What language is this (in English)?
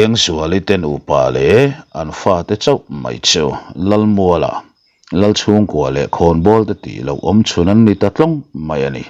Mizo